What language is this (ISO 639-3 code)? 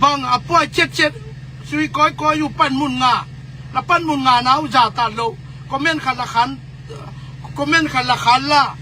ctd